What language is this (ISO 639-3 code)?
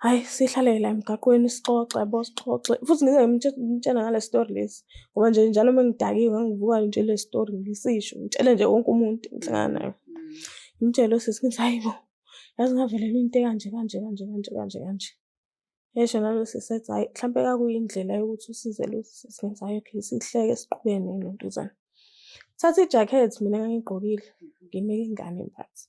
zul